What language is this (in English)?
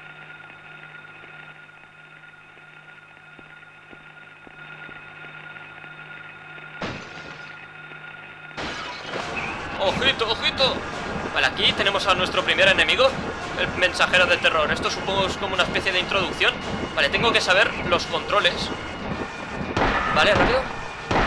Spanish